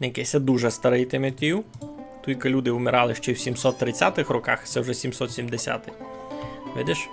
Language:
Rusyn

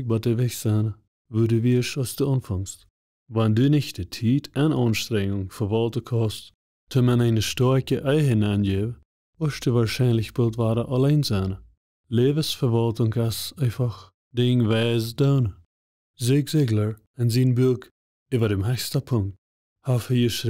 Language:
Plautdietsch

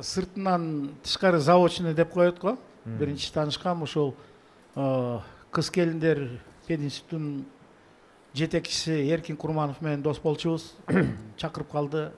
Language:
Kyrgyz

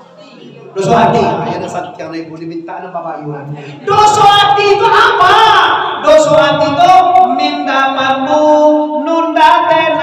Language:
Minangkabau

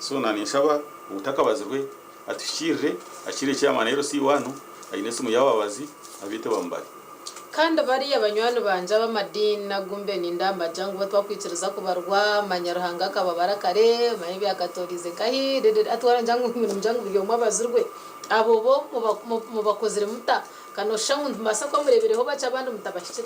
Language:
Nyankole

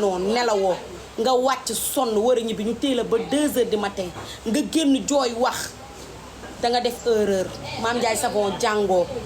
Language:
Wolof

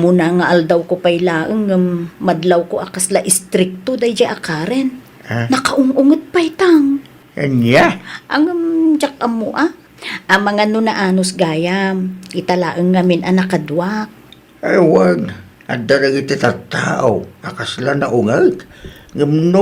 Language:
Iloko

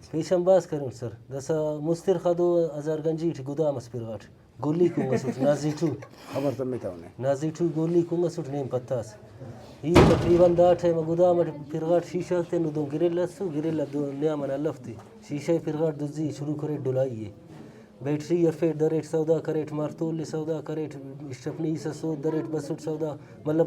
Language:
Brahui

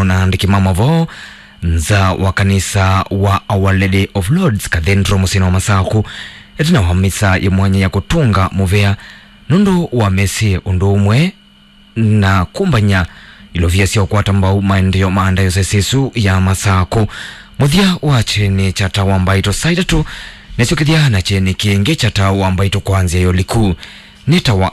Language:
Kamba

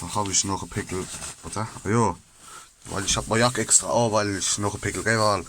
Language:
Palatine German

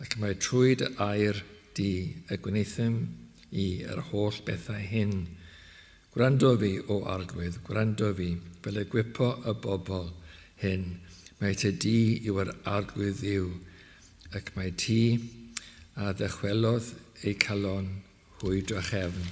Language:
Welsh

